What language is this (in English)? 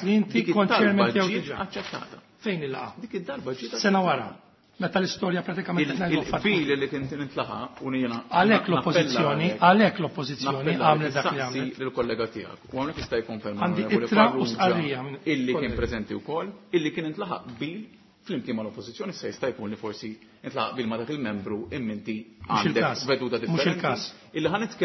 Maltese